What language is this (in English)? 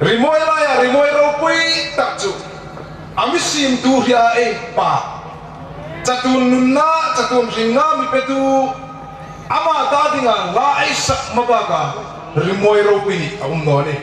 Hmar